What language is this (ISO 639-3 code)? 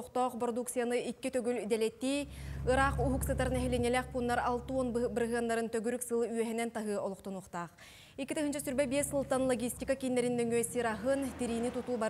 sah